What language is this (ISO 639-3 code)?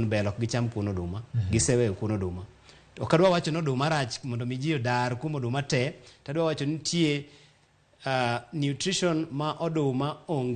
luo